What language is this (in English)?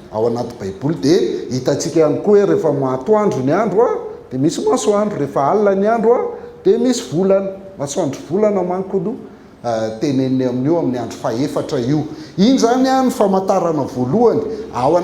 Malagasy